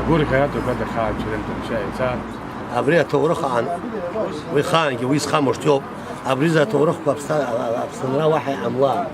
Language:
Abkhazian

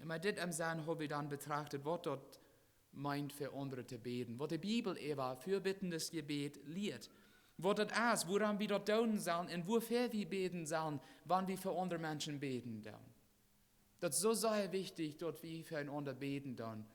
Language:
Plautdietsch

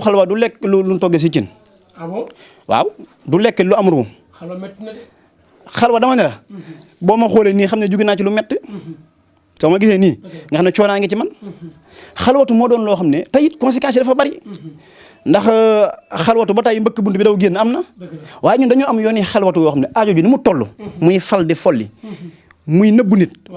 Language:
Wolof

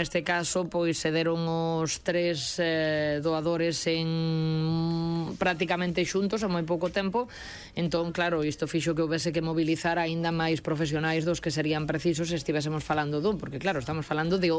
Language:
Galician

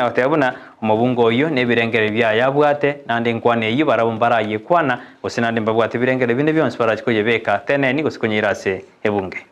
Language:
Gusii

